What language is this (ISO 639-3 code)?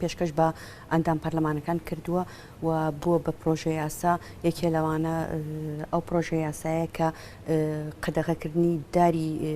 ckb